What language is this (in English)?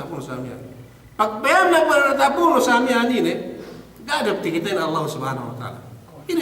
Yakan